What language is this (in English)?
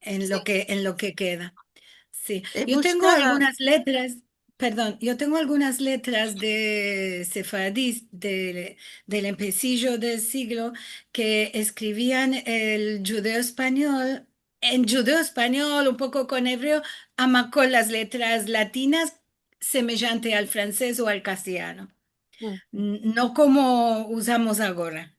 Ladino